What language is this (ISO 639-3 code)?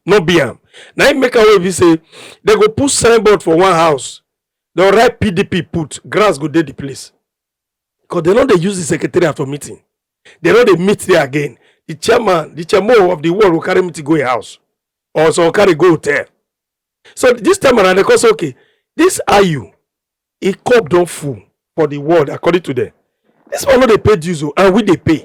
pcm